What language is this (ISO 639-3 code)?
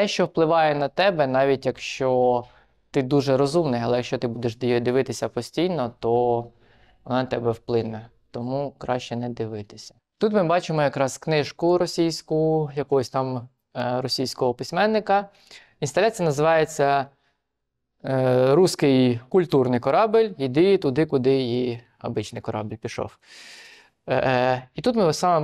ukr